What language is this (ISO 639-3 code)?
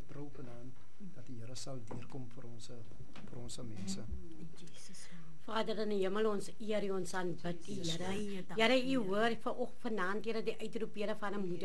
afr